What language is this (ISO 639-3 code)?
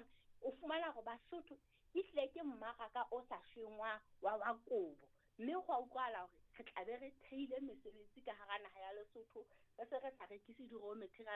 sot